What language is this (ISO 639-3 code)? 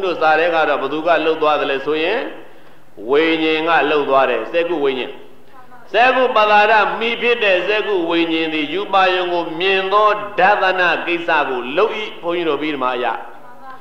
mya